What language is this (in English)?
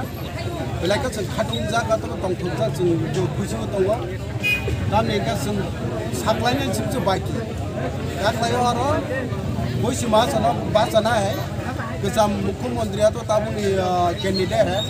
Kok Borok